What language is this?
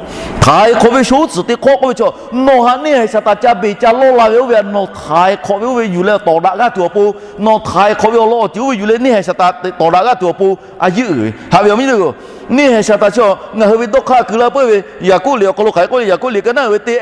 Lahu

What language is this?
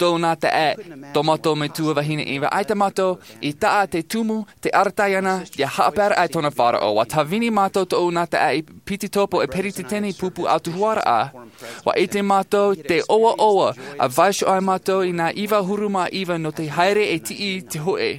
Tahitian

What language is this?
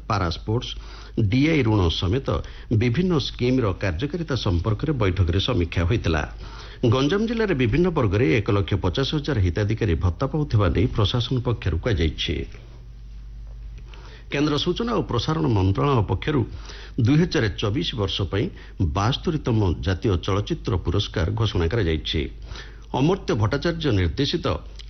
Odia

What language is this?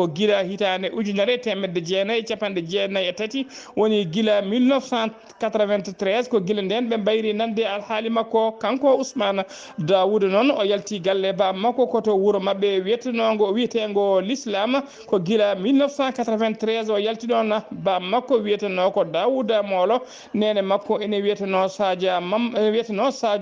Fula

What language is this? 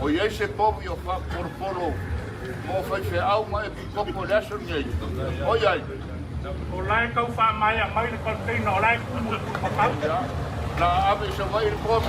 Samoan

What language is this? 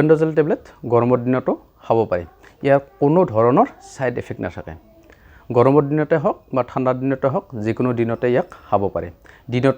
Assamese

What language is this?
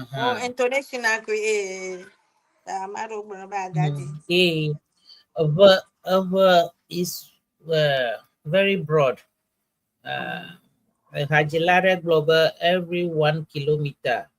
Ewe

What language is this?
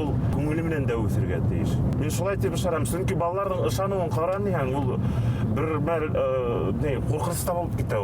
Bashkir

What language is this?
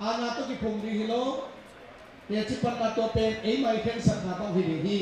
Tedim Chin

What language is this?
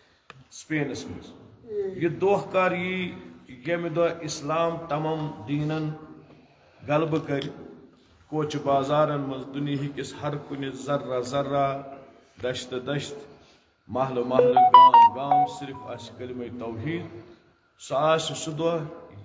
Kashmiri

